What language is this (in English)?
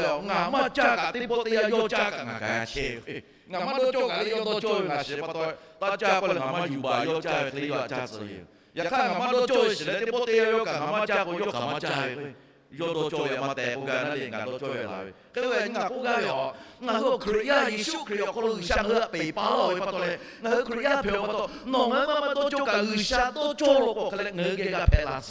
Lahu